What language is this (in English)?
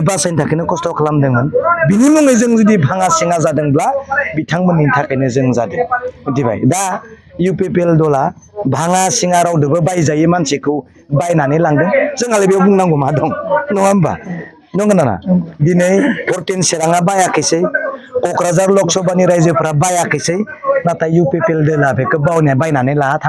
Bodo